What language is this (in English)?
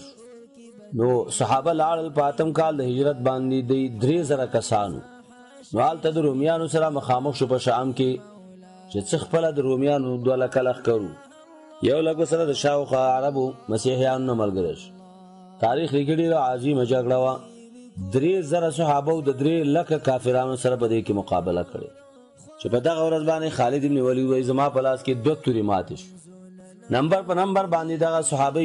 Pashto